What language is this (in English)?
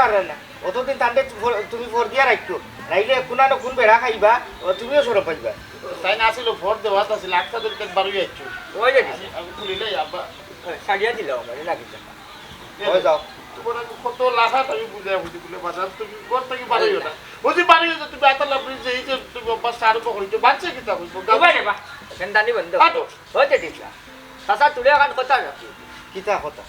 Sylheti